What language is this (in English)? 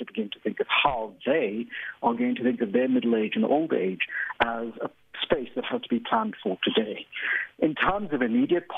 English